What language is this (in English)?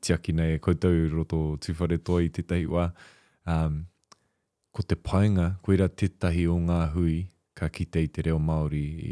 Māori